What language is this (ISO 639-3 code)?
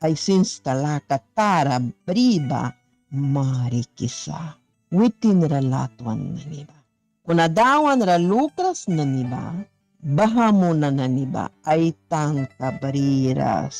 miq